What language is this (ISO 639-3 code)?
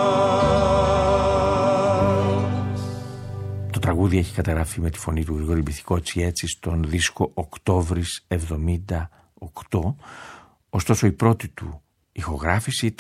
ell